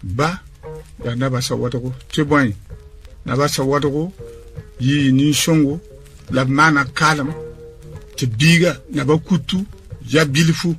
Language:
Mossi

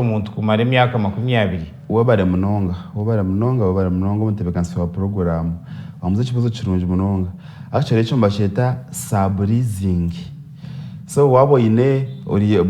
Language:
Nyankole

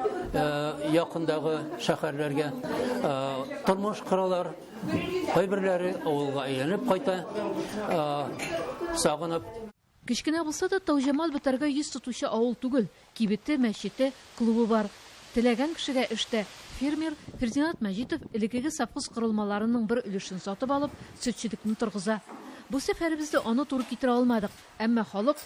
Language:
Tatar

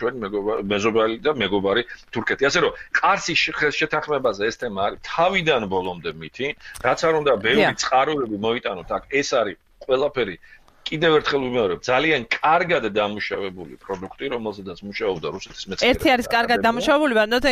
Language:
Georgian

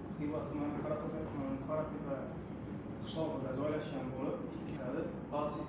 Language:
Uzbek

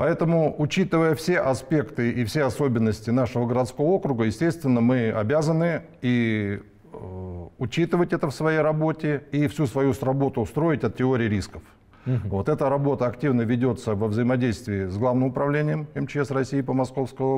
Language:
Russian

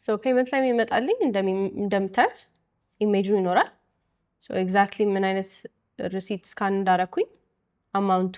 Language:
Amharic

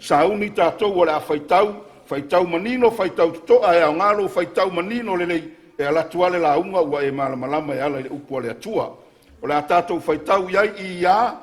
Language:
Samoan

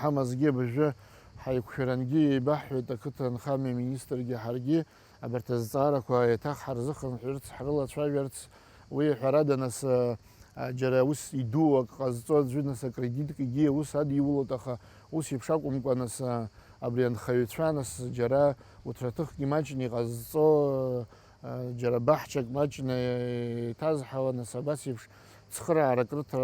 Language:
Abkhazian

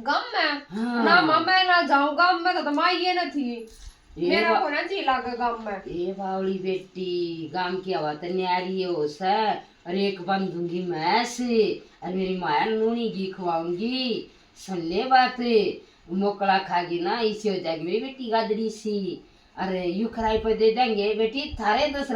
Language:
Haryanvi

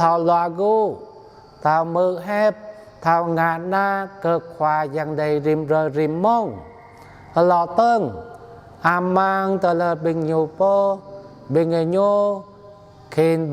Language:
Jarai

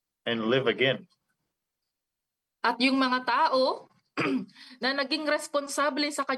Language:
Filipino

